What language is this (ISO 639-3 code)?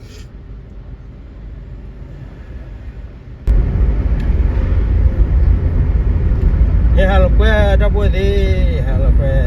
ksw